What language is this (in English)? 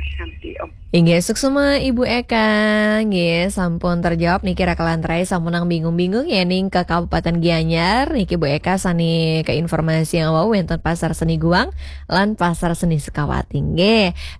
Balinese